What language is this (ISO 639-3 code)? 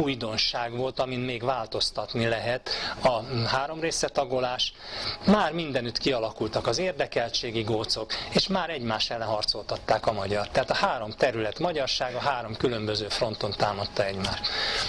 hun